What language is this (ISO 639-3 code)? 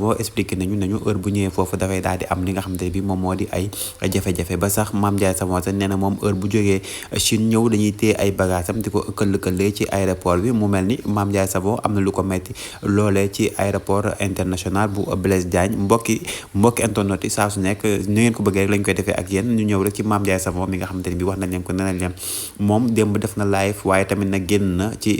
wol